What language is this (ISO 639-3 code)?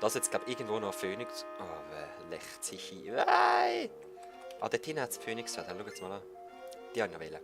gsw